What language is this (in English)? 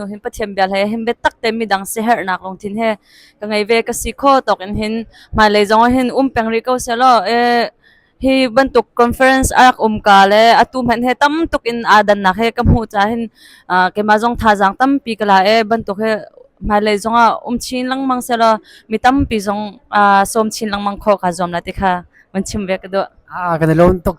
Hakha Chin